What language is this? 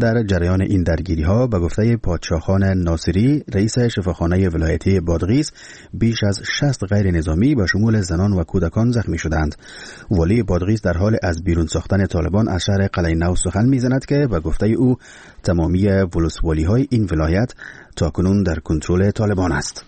Persian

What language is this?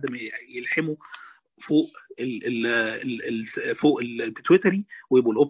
Egyptian Arabic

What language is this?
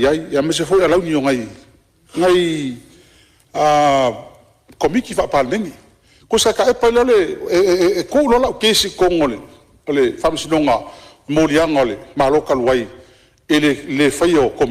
Samoan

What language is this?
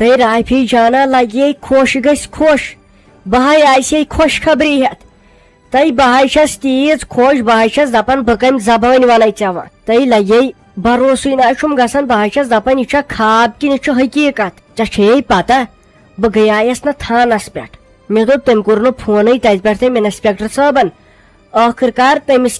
Kashmiri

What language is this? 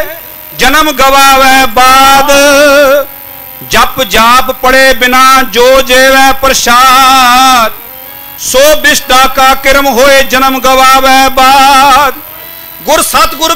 Punjabi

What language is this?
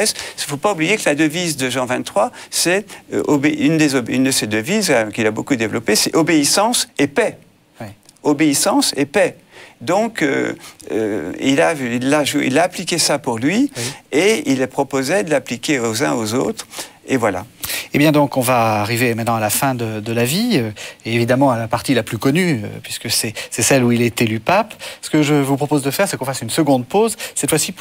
French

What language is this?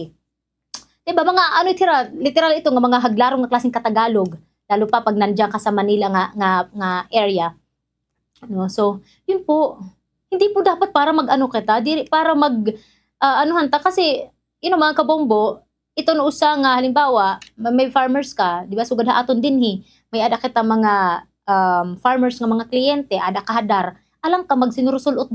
Waray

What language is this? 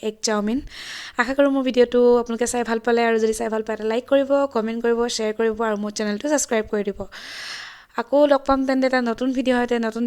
Assamese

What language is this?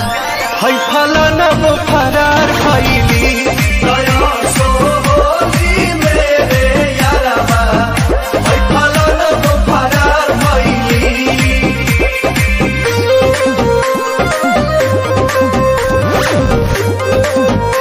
Bhojpuri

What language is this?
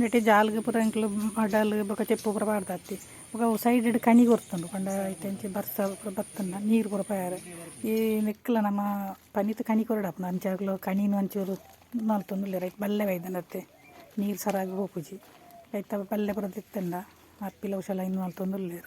Tulu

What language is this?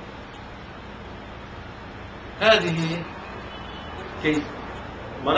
Arabic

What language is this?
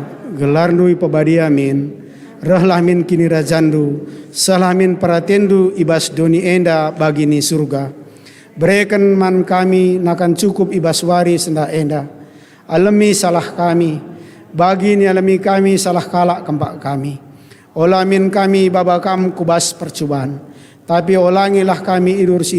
Batak Karo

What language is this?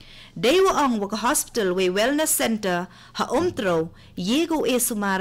Khasi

